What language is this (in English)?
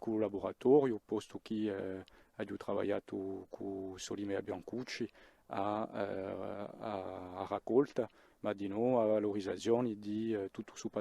Corsican